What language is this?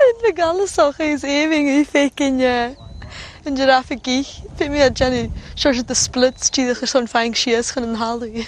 Scottish Gaelic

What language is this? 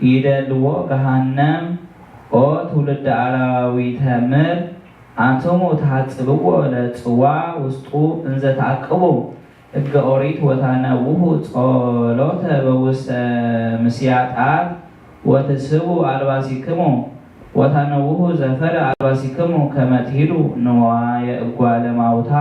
Geez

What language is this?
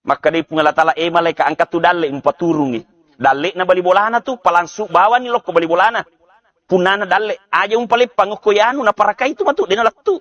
Buginese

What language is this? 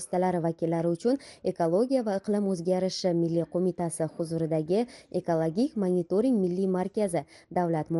Uzbek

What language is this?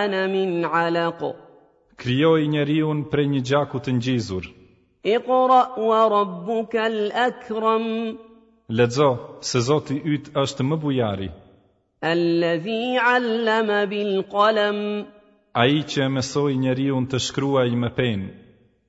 Albanian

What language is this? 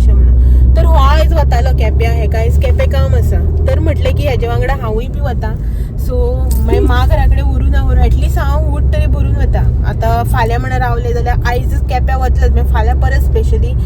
Konkani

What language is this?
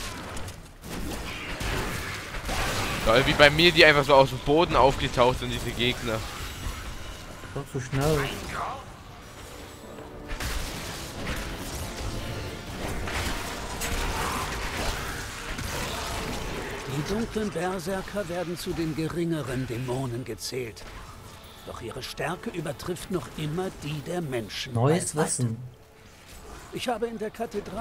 German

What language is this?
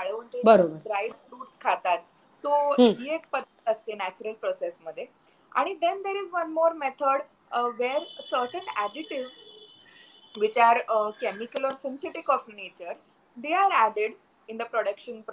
Marathi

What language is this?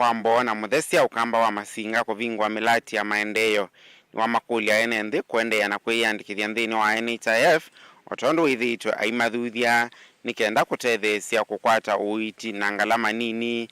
Kamba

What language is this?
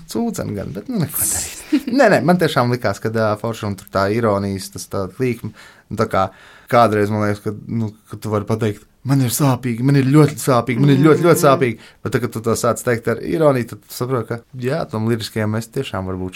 Latvian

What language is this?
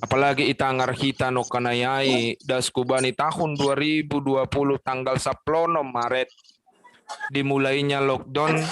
Batak Simalungun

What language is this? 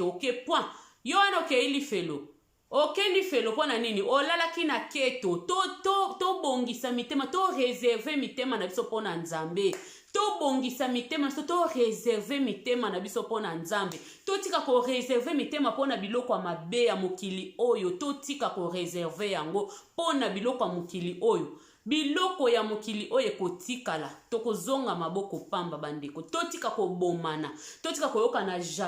Lingala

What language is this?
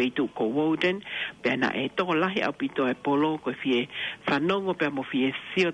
Tongan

